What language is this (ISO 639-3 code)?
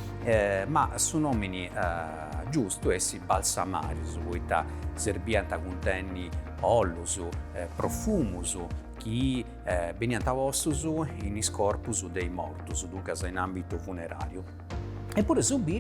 srd